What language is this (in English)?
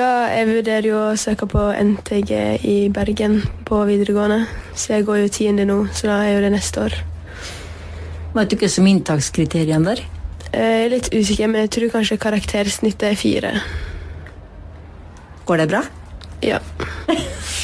Norwegian